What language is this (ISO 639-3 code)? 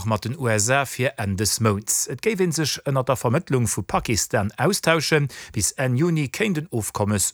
ltz